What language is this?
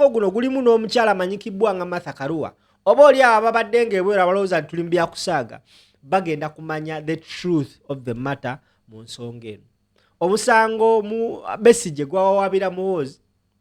Ganda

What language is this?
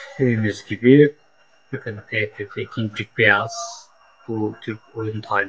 Turkish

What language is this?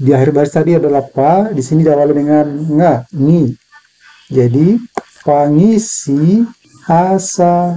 Batak Toba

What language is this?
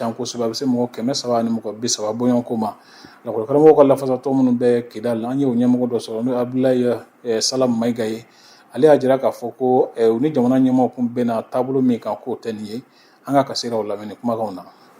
Bambara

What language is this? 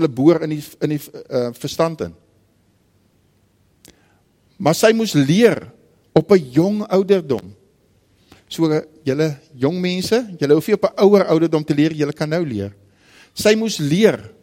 Afrikaans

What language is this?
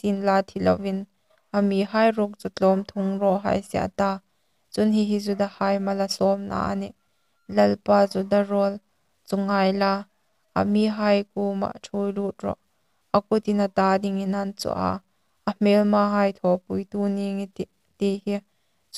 Hmar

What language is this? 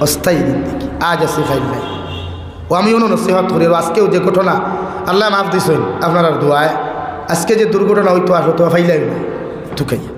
Sylheti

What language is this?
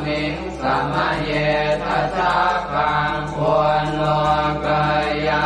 Pali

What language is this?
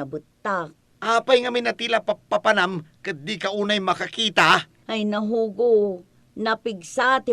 Iloko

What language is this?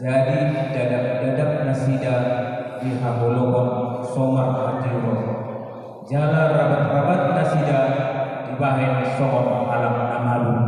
Batak Toba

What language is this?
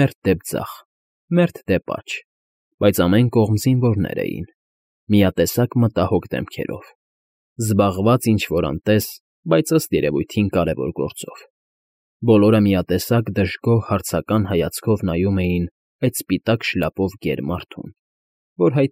Armenian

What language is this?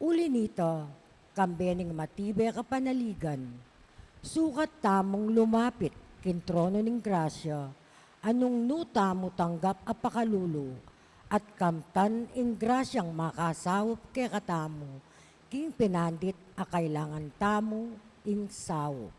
Pampanga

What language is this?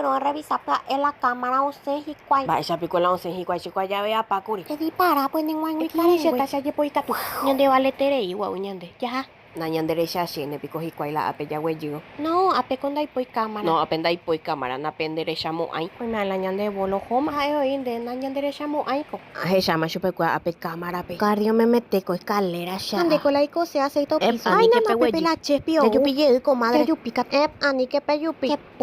Guarani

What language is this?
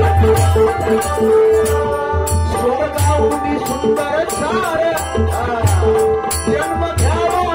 Marathi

